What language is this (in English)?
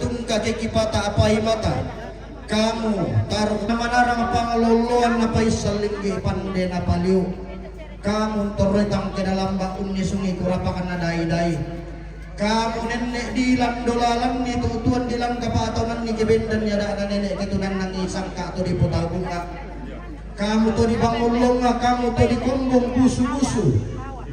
Toraja-Sa'dan